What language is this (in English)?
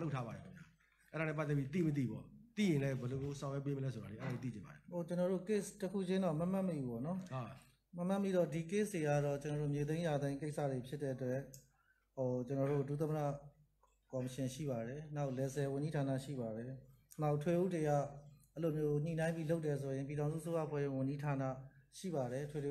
Burmese